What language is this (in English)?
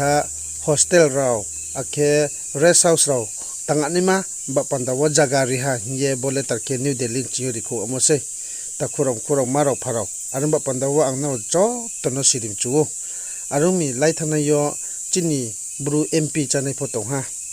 Riang (India)